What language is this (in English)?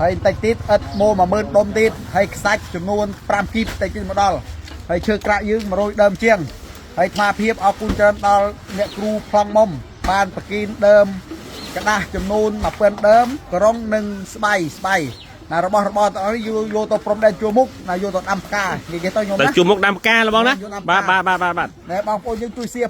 Khmer